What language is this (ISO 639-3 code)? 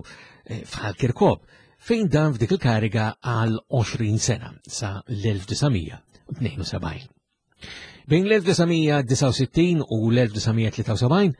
mlt